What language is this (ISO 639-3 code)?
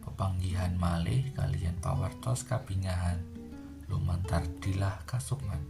jav